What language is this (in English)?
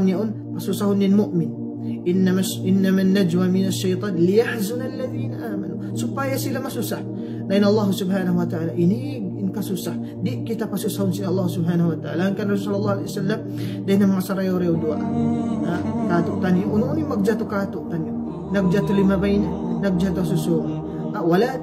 Tausug